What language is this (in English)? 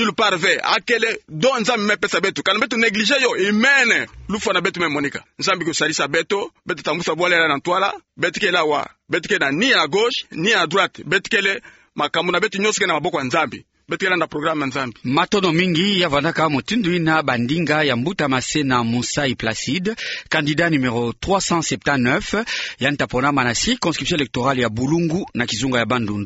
Kituba (Democratic Republic of Congo)